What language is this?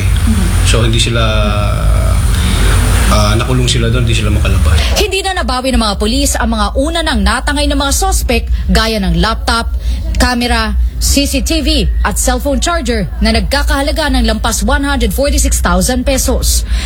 Filipino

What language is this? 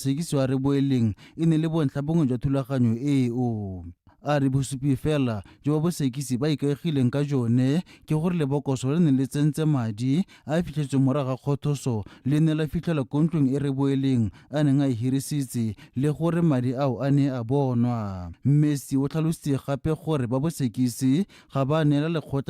Tswana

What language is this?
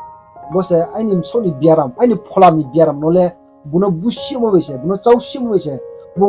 Riang (India)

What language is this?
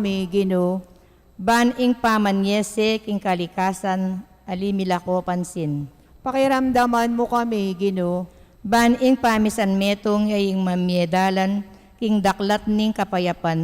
Pampanga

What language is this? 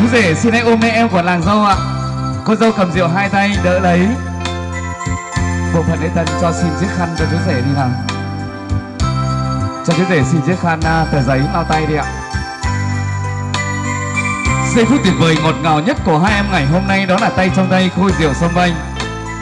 Vietnamese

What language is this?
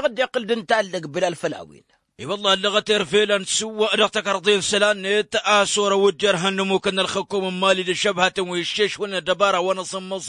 Tamasheq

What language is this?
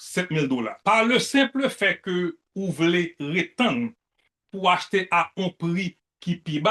Haitian Creole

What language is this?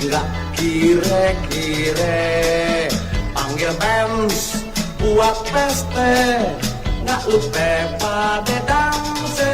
Betawi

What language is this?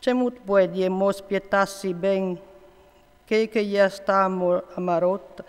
Friulian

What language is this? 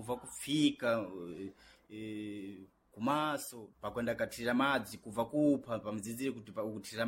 Sena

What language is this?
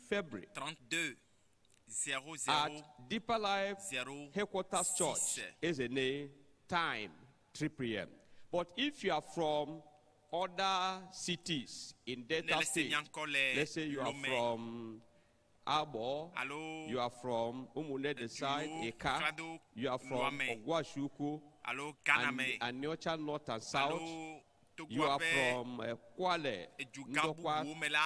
Ewe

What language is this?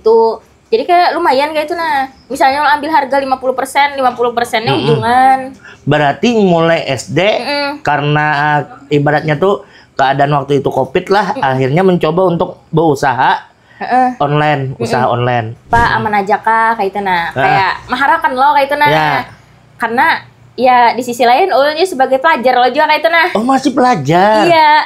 Banjar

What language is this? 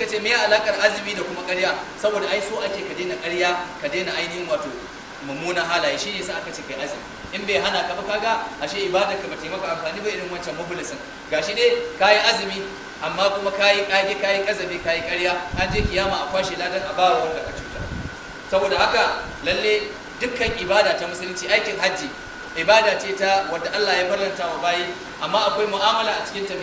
Hausa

